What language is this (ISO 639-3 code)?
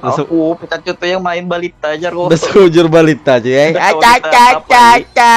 bjn